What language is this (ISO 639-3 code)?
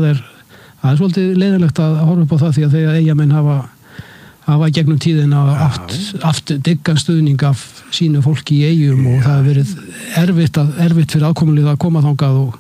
isl